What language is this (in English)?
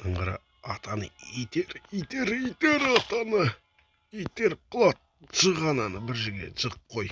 Kazakh